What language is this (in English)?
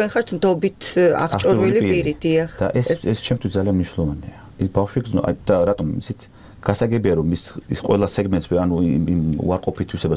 Georgian